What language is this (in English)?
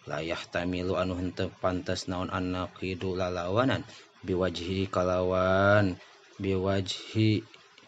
Sundanese